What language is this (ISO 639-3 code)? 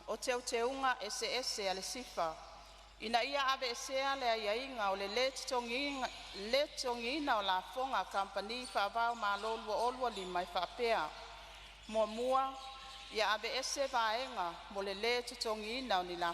smo